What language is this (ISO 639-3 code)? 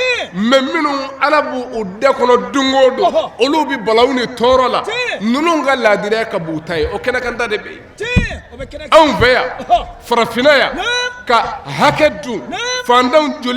bam